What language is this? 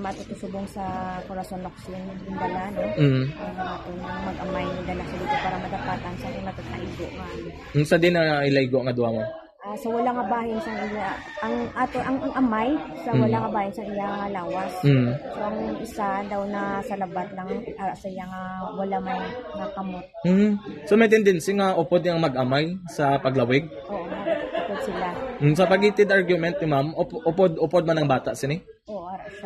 Hiligaynon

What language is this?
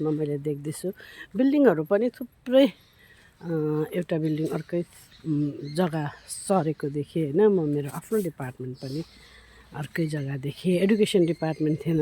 Nepali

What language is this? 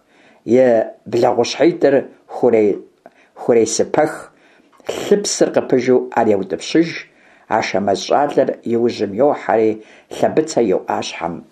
Kabardian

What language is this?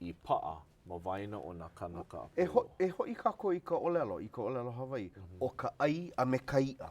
Hawaiian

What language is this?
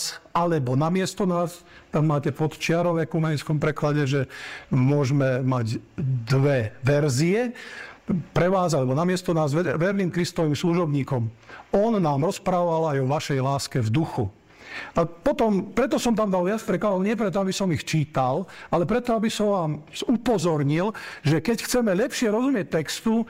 Slovak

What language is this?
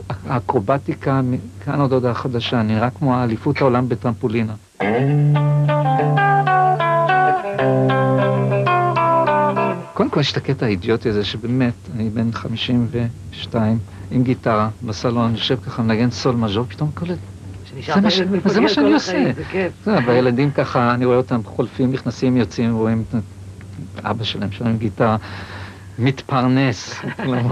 Hebrew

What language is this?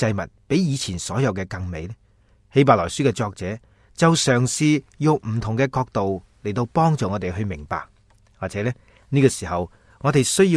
Cantonese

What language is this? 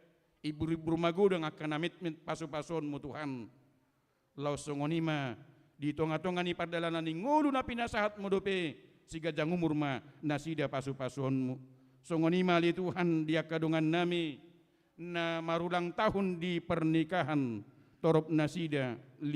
Batak Toba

